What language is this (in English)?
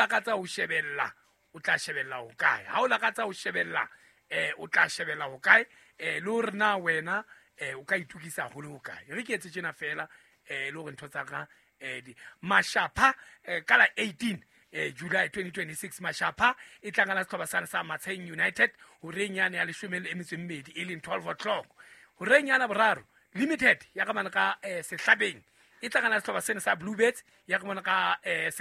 Southern Sotho